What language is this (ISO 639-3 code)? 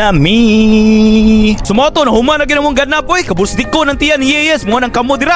ceb